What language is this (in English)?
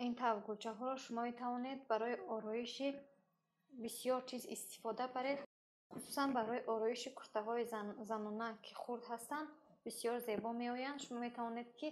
Tajik